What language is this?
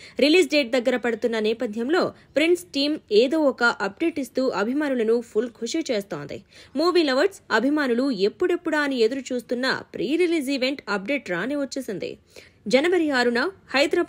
Telugu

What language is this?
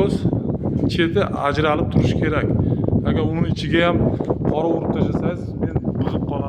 Uzbek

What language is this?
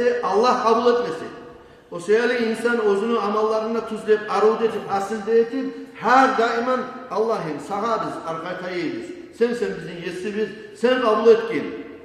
Kumyk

